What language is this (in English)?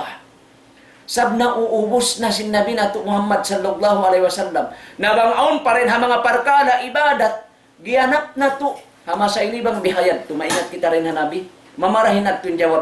Tausug